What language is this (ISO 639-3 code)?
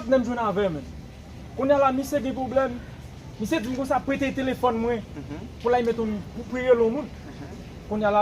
hat